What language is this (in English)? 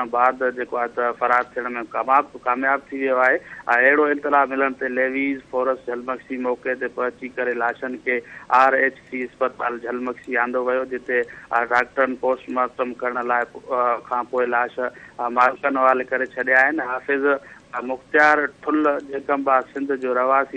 Sindhi